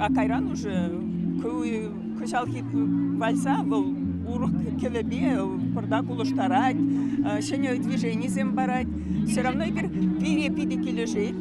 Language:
Chuvash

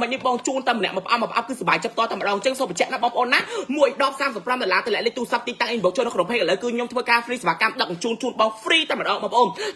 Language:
Khmer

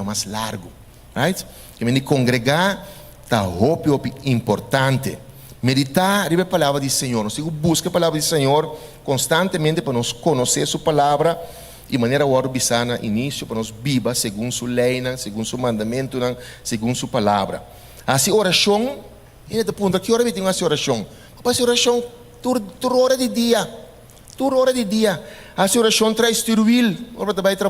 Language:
Papiamento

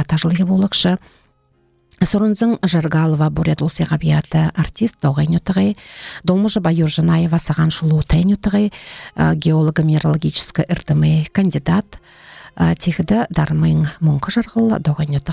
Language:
Buriat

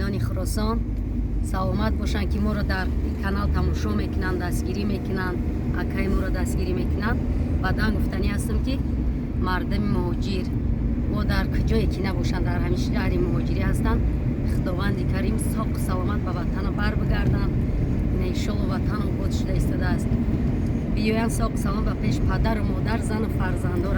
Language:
Tajik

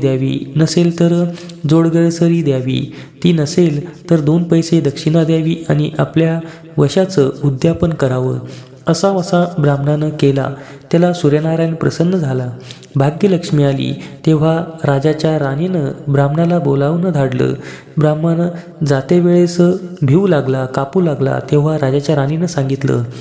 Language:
Marathi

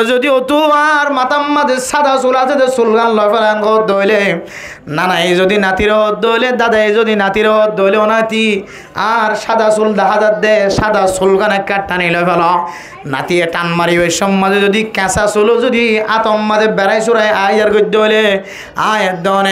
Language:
Rohingya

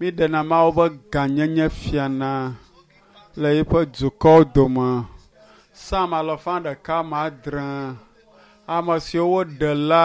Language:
Ewe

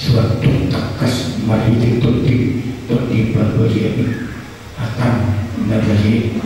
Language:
Batak Toba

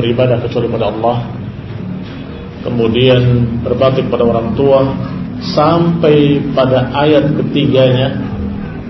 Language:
Indonesian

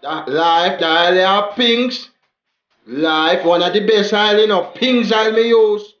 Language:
Jamaican Creole English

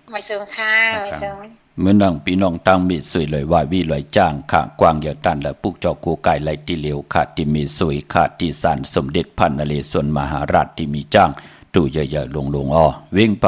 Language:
Shan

